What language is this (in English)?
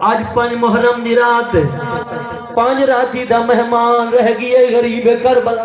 Saraiki